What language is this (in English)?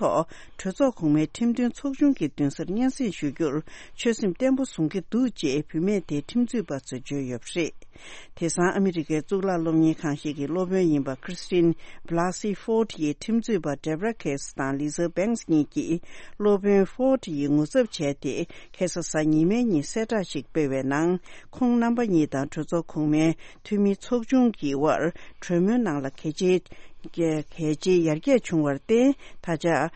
Tibetan